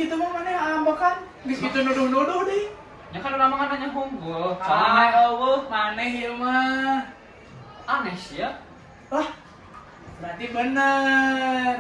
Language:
Sundanese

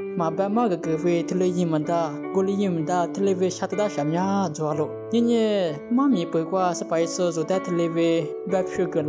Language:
Lisu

